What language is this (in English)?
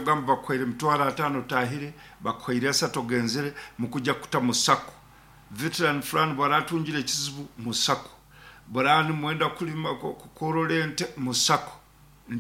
Nyankole